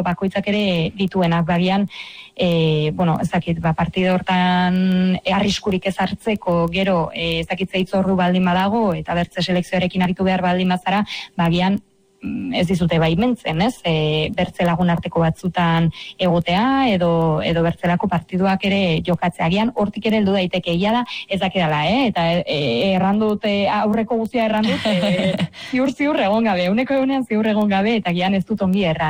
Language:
Basque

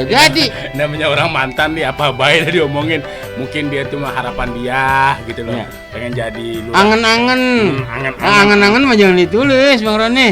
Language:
Betawi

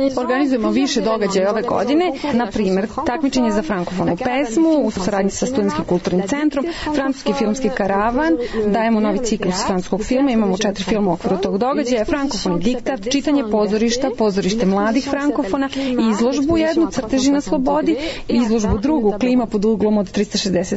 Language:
Serbian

